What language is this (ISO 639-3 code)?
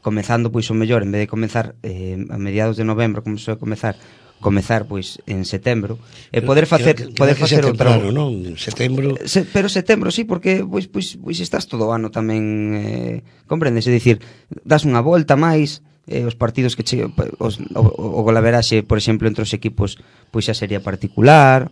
glg